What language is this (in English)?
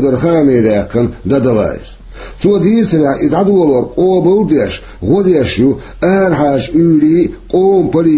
Chechen